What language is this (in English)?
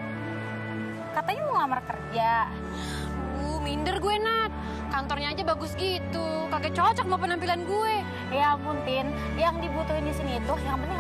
Indonesian